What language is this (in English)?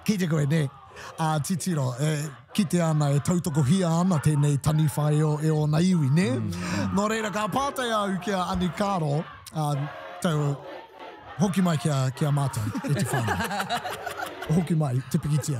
Māori